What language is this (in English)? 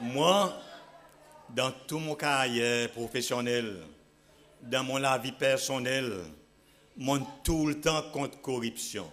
Seselwa Creole French